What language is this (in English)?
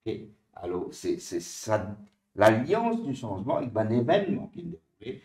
Morisyen